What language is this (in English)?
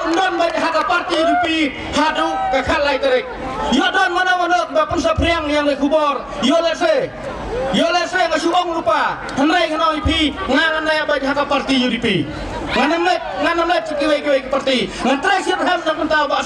Khasi